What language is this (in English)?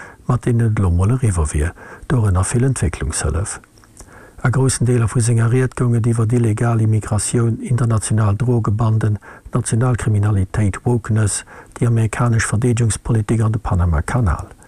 Luxembourgish